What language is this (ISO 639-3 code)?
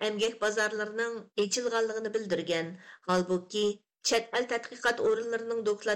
uig